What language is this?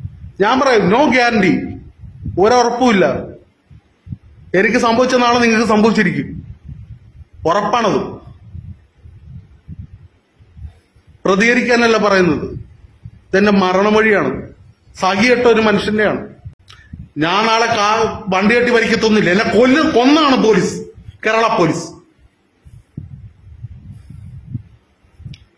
Malayalam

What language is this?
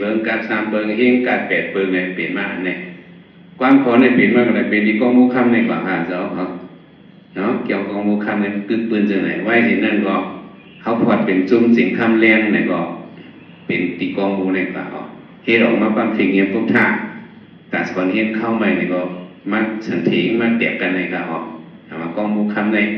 Shan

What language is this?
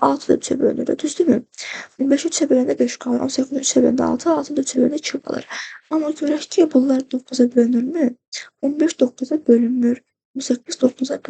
Azerbaijani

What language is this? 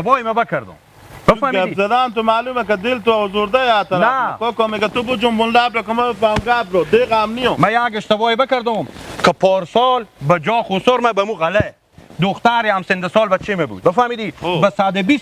Persian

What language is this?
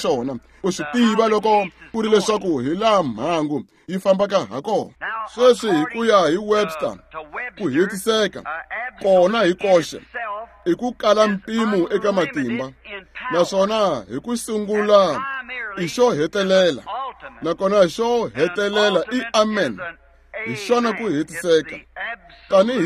Tsonga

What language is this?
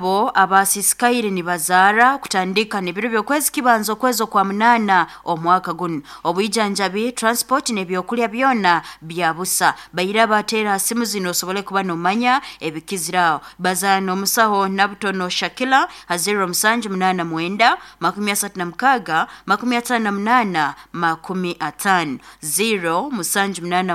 Nyoro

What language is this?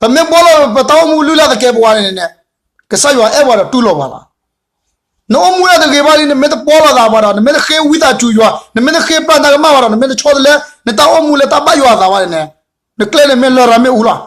S'gaw Karen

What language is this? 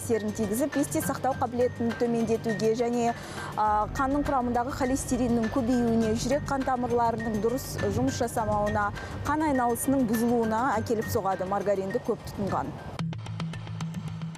Kazakh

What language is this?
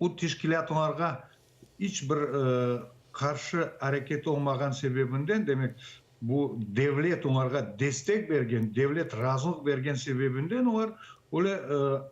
Crimean Tatar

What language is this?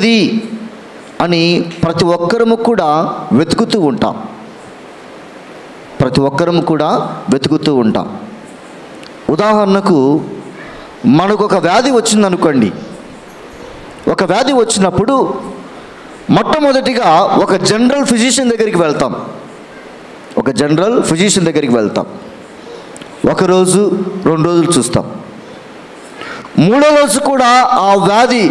Telugu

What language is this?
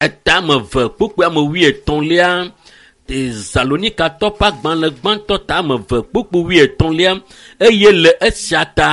Ewe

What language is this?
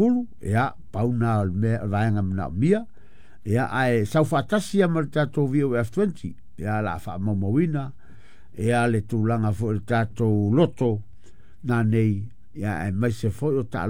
Samoan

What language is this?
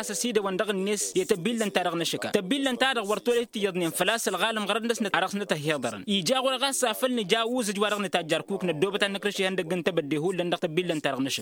Tamasheq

